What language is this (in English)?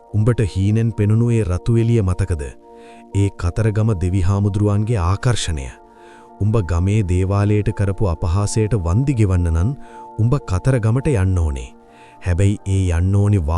Sinhala